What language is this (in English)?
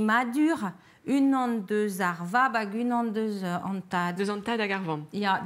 Breton